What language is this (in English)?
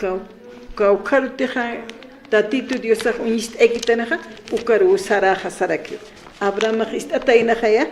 Aymara